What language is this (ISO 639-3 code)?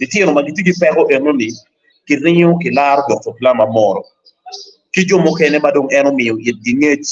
ach